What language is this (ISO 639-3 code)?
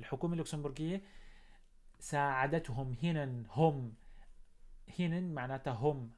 apc